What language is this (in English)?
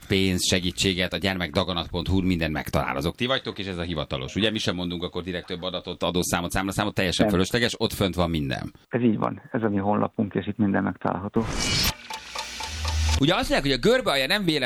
Hungarian